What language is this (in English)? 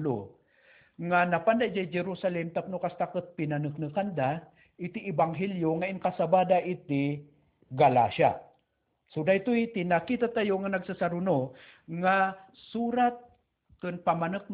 Iloko